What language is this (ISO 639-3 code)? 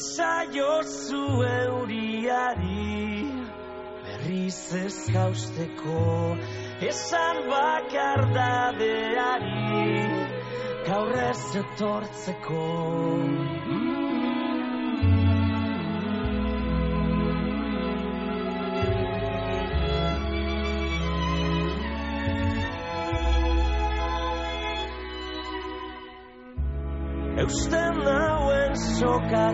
eus